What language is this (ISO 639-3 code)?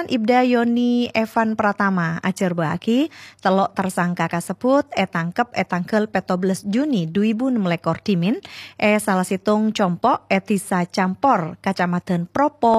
mad